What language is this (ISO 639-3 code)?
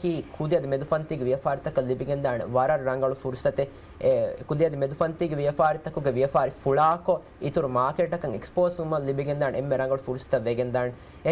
div